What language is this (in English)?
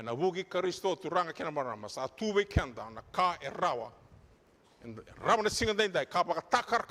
Fijian